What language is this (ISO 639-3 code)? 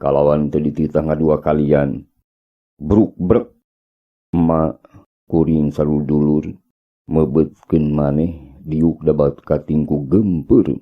sun